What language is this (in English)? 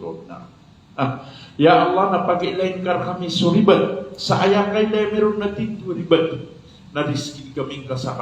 Maranao